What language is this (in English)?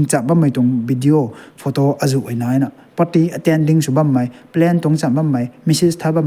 Rongmei Naga